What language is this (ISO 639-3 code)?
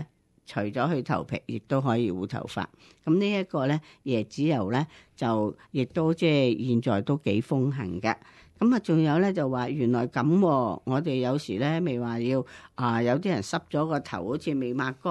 yue